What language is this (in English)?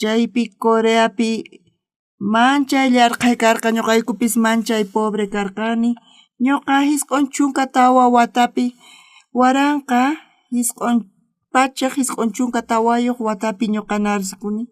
South Bolivian Quechua